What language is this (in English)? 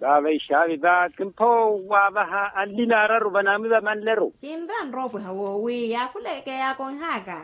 Makhuwa